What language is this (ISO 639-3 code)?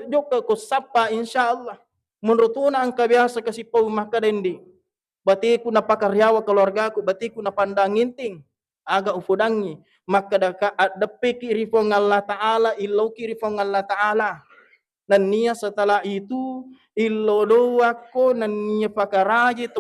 bug